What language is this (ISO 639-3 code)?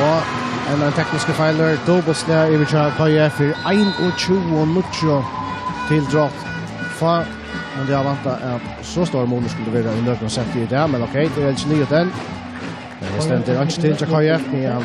fao